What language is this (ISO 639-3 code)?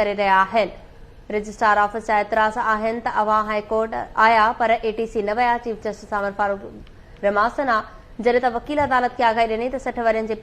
snd